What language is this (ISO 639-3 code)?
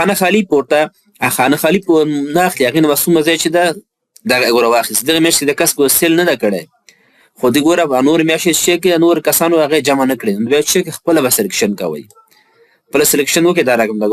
pus